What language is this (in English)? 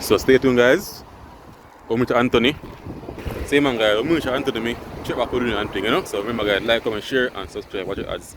Jamaican Creole English